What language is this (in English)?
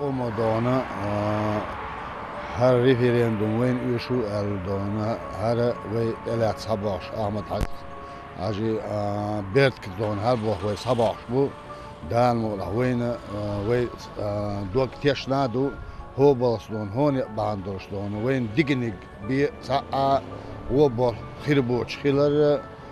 Chechen